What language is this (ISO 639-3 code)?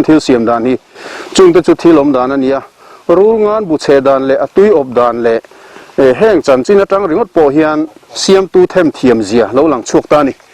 lus